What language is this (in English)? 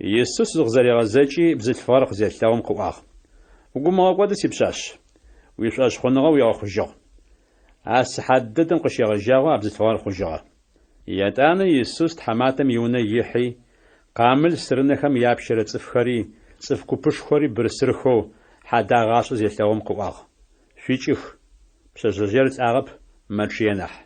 Adyghe